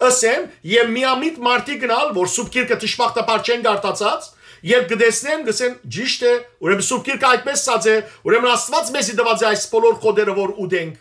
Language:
Western Armenian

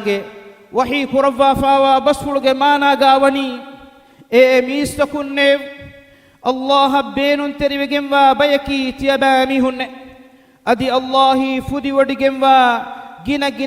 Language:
Divehi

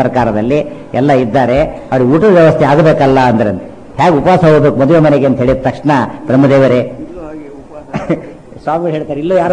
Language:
Kannada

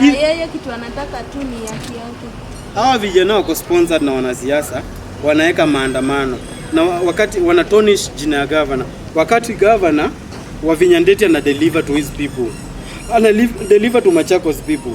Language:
Swahili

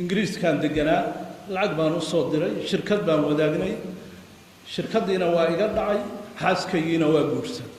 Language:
Somali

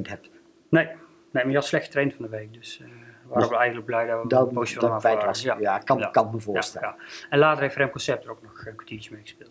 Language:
Dutch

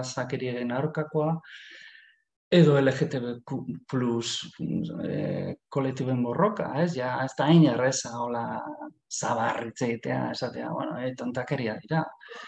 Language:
Basque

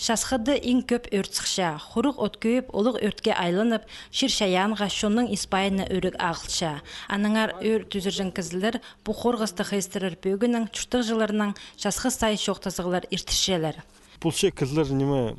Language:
Khakas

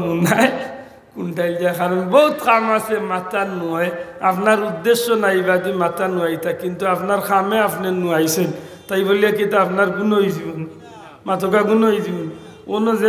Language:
Sylheti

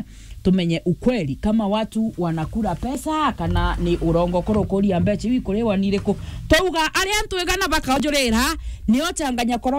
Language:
Meru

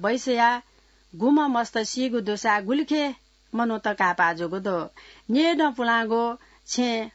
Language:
Newari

